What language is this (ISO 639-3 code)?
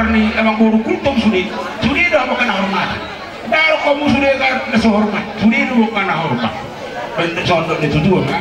bbc